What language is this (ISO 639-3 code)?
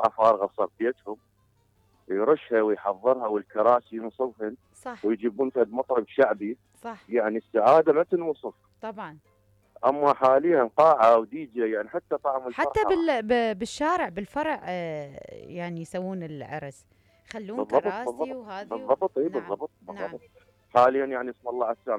acm